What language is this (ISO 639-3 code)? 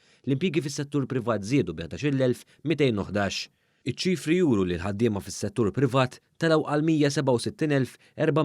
mlt